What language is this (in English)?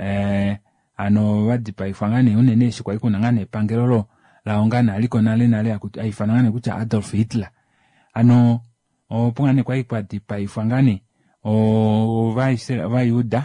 Kuanyama